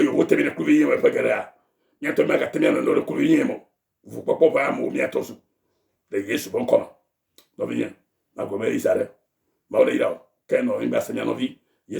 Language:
Ewe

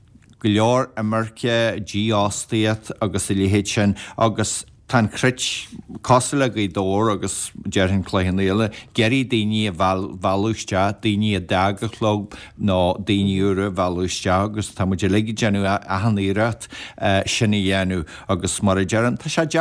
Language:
Irish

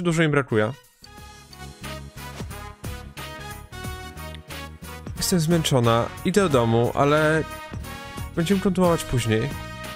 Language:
Polish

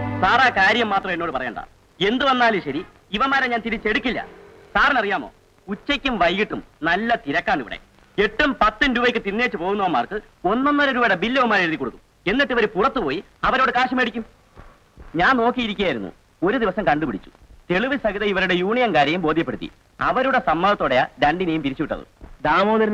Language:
Malayalam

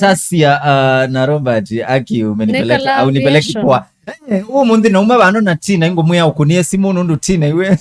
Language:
Kamba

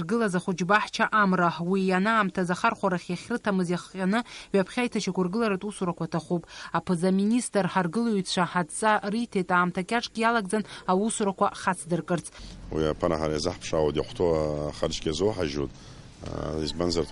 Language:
Abkhazian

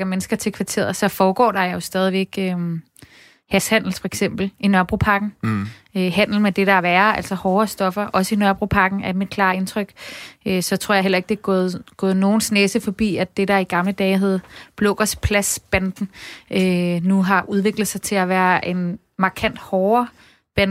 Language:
Danish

